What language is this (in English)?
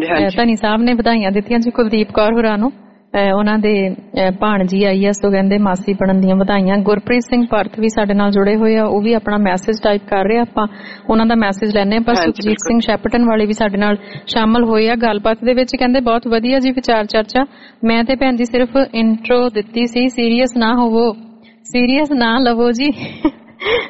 Punjabi